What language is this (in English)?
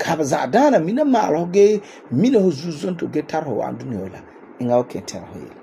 Frafra